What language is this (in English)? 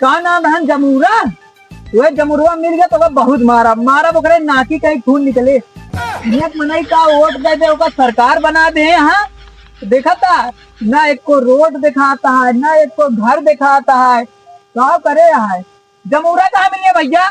Awadhi